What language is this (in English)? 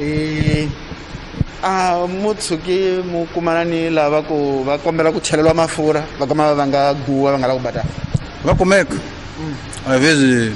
Tsonga